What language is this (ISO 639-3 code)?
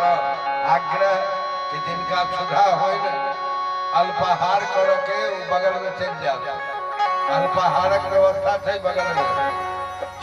mai